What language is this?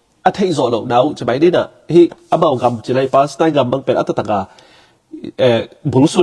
Tedim Chin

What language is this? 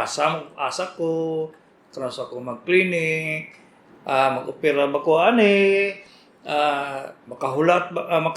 Cebuano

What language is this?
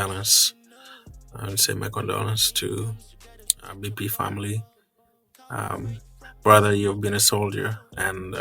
Acoli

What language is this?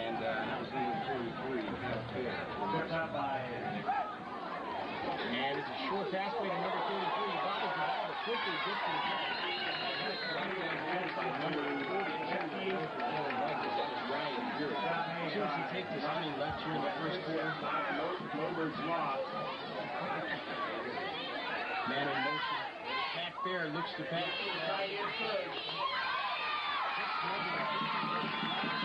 English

